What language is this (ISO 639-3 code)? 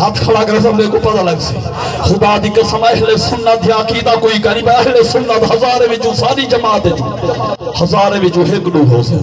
skr